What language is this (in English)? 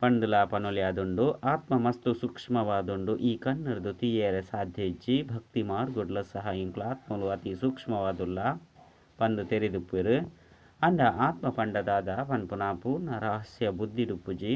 Tulu